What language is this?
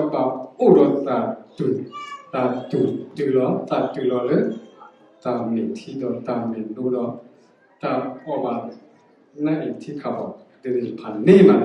S'gaw Karen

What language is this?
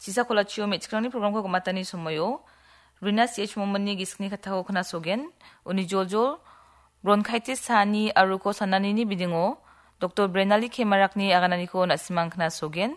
Garo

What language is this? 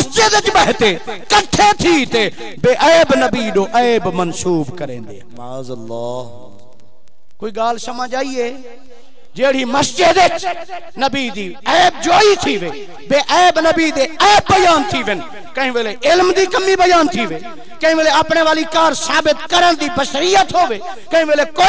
Saraiki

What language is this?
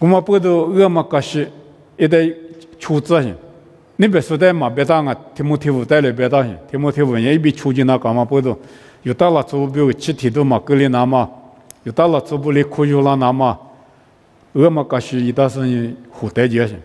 Lisu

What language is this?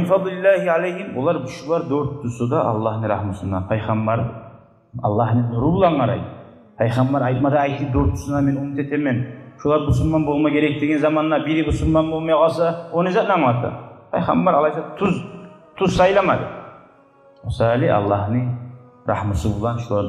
Kumyk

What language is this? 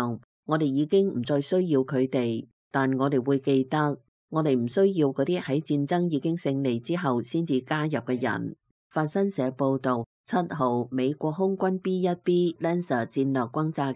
Cantonese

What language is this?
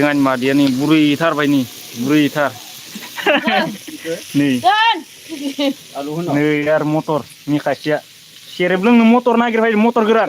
Bodo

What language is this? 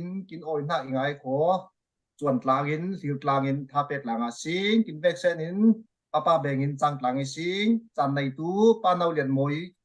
Falam Chin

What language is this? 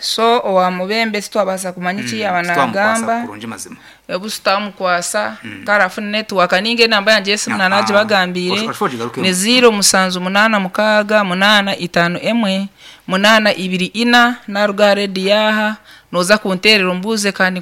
Nyankole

